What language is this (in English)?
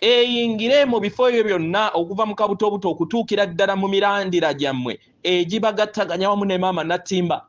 Ganda